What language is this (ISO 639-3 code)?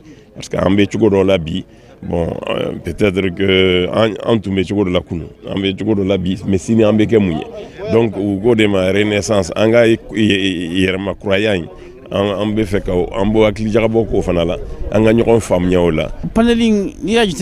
bam